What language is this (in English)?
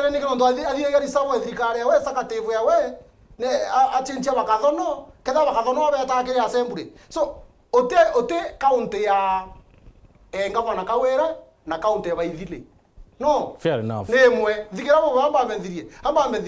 Meru